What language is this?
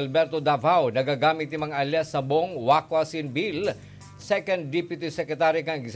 Bikol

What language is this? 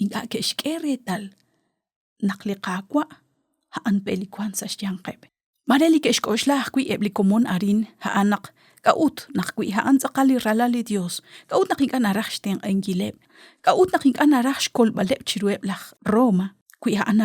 Kekchí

